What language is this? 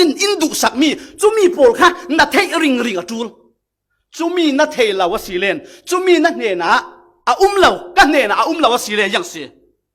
Falam Chin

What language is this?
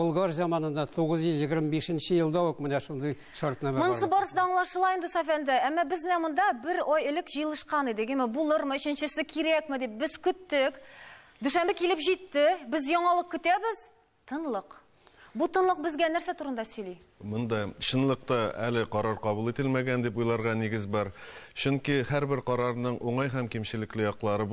Tatar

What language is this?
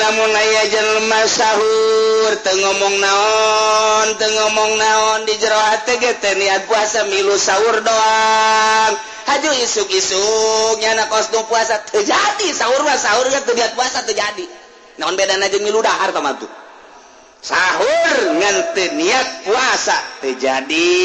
Sundanese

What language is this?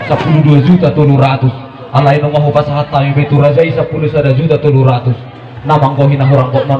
Batak Toba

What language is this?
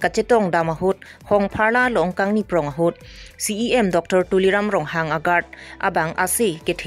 Karbi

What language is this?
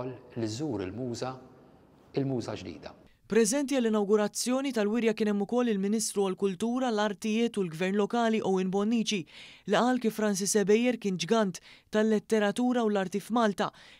Maltese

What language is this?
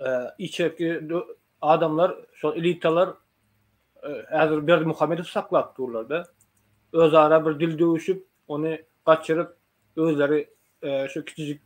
Turkmen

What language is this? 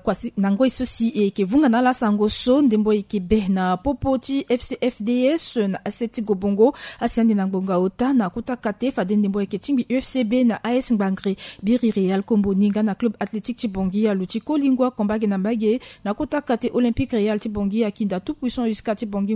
Sango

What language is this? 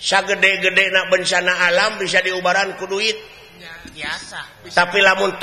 Sundanese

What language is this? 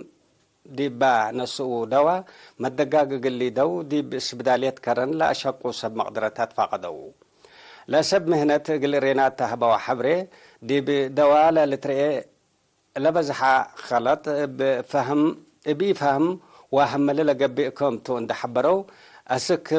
Tigre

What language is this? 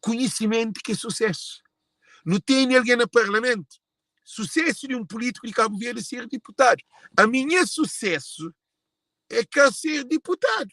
Kabuverdianu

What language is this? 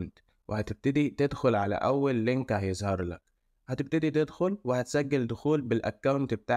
Egyptian Arabic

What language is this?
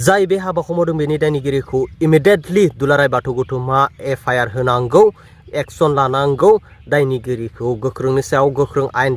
Bodo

